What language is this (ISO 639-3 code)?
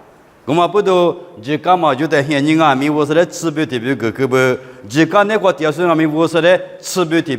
lis